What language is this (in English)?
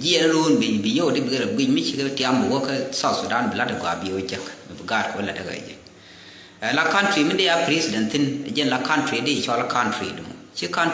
Nuer